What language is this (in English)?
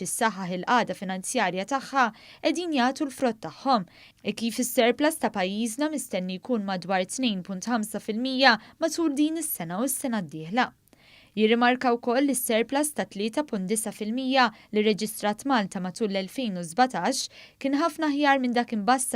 Maltese